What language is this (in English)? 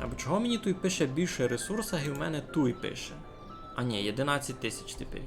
Rusyn